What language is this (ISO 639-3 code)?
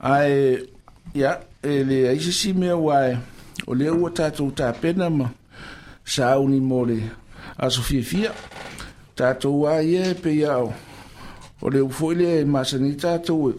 smo